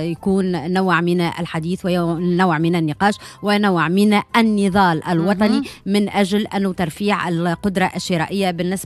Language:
Tunisian Arabic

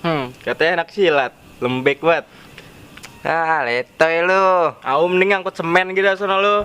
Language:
Betawi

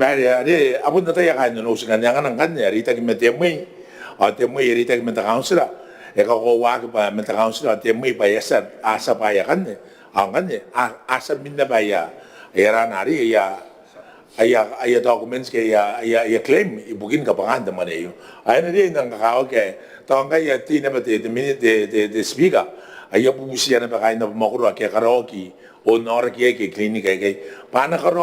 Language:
Gilbertese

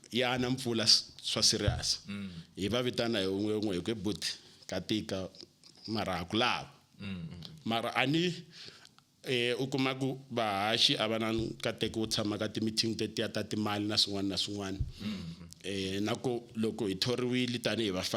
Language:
Tsonga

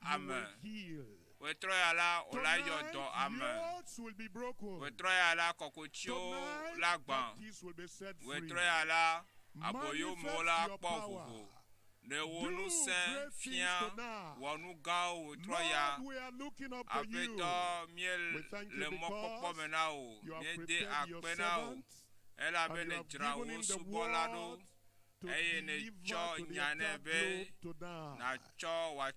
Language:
Ewe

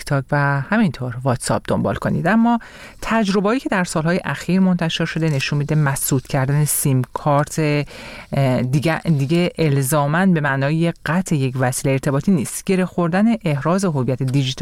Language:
Persian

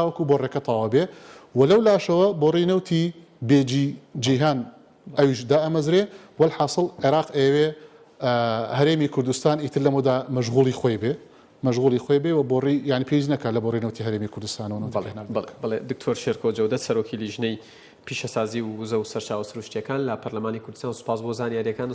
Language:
Central Kurdish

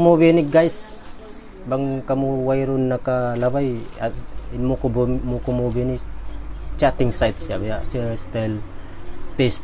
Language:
Tausug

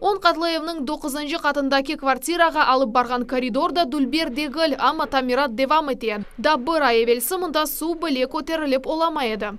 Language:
Crimean Tatar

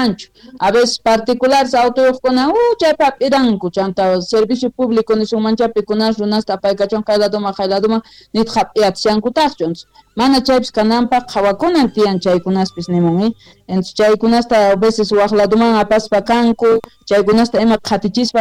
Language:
South Bolivian Quechua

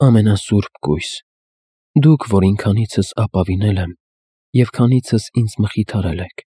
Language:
Armenian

